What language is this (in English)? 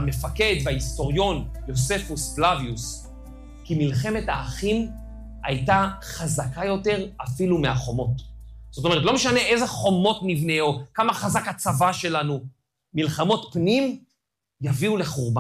Hebrew